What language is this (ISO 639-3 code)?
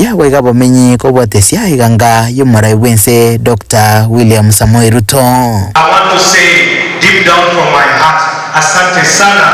guz